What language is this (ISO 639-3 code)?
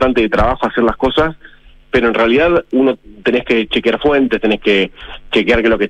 spa